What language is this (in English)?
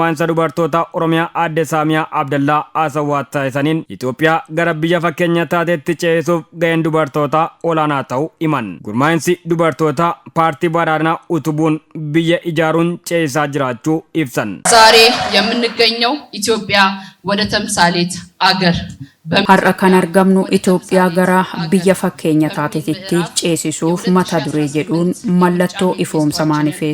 Oromo